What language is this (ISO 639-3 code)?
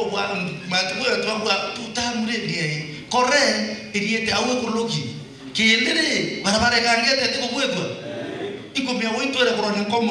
mer